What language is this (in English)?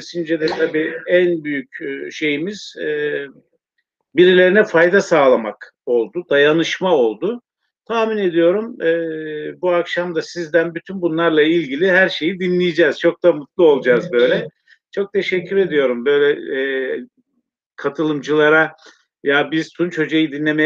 Turkish